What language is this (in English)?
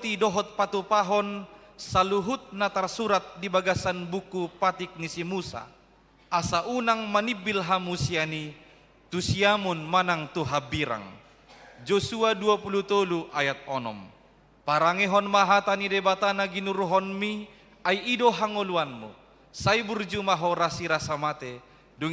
Batak Toba